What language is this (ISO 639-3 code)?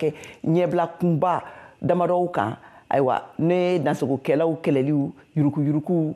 bam